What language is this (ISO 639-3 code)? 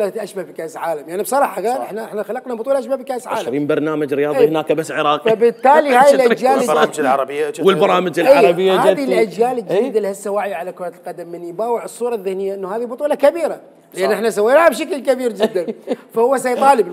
acm